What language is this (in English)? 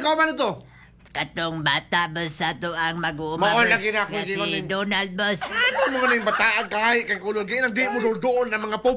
Cebuano